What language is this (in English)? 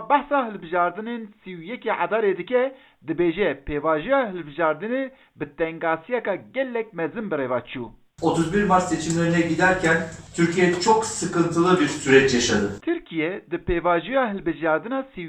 Kurdish